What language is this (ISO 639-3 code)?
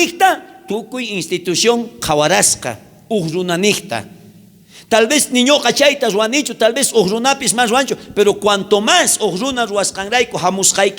quh